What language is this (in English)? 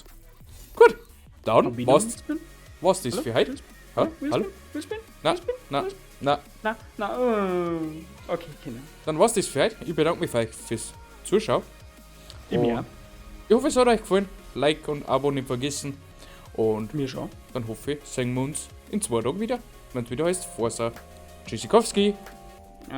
Bavarian